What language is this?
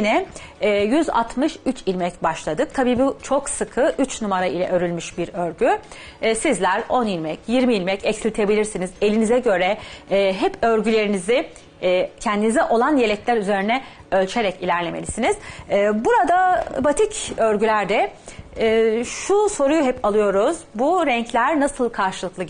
Turkish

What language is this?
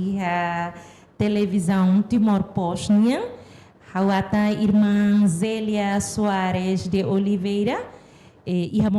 Tetum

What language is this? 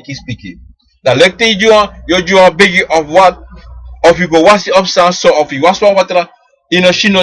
Sranan Tongo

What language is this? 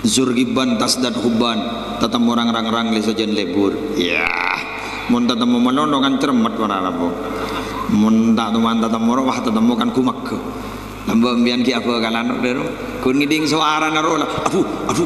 Madurese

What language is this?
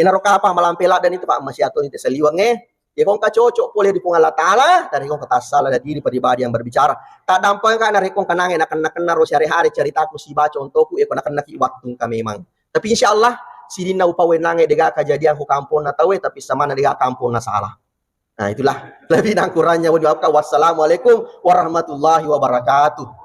Buginese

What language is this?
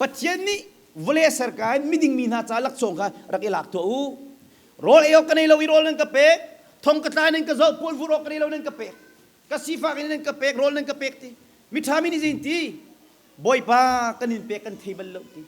Hakha Chin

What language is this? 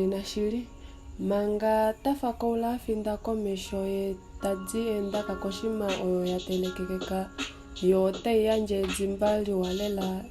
Kuanyama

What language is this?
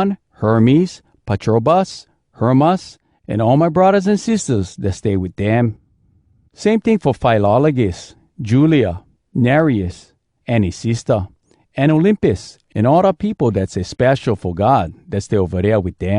Hawai'i Creole English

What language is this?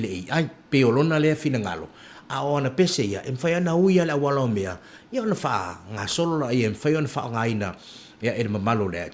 Samoan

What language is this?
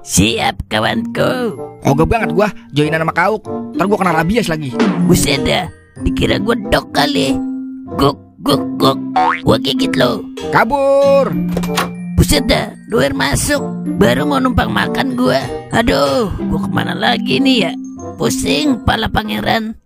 Betawi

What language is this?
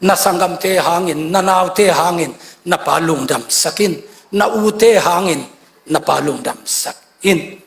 Tedim Chin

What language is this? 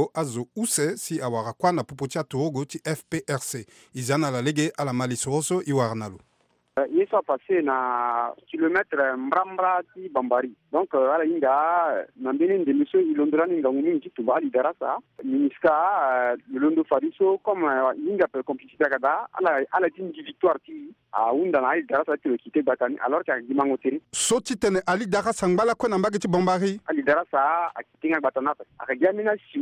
Sango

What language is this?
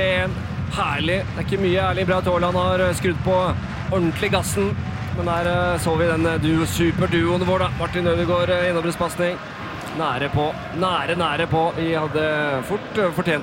Norwegian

